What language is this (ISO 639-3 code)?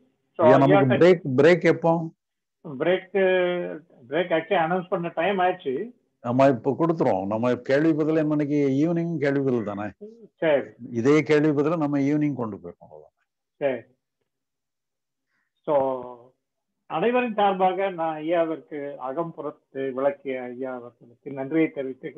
tam